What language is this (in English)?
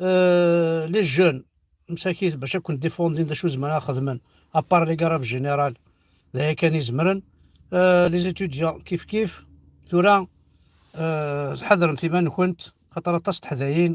Kabyle